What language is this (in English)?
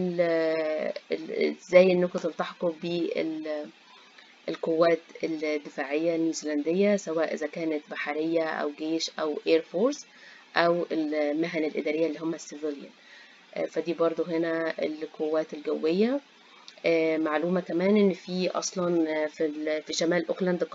Egyptian Arabic